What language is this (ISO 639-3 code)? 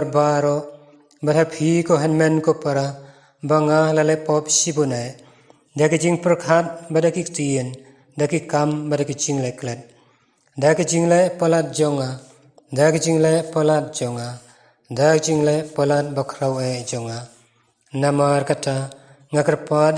kha